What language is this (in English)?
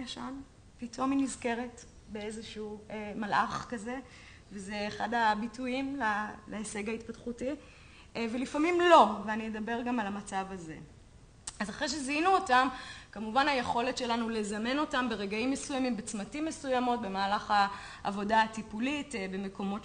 Hebrew